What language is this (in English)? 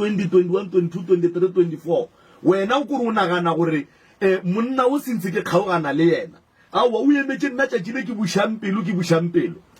Northern Sotho